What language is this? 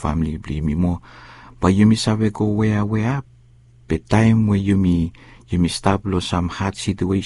Bislama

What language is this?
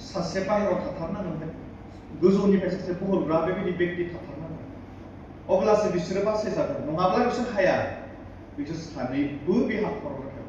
Bodo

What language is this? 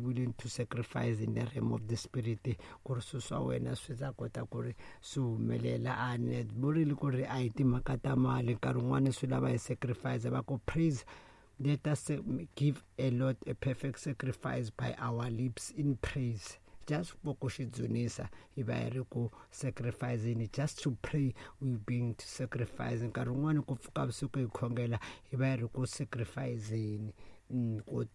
Tsonga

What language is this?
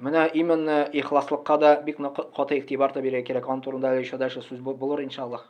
Tatar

